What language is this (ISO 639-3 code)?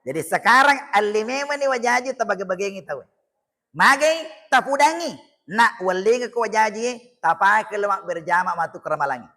bug